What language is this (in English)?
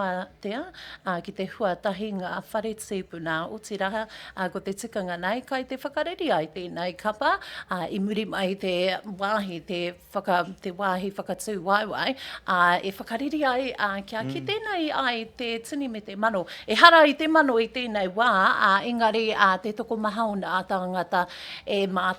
Māori